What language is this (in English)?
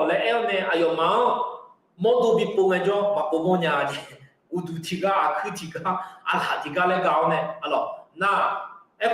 Akha